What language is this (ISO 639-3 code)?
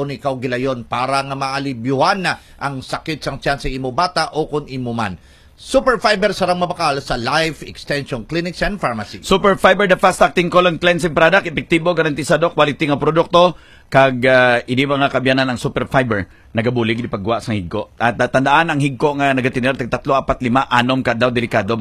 hil